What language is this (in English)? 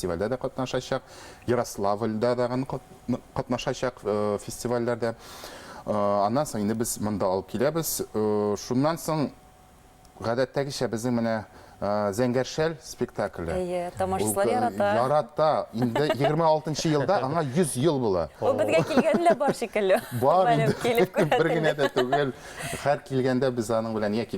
Bashkir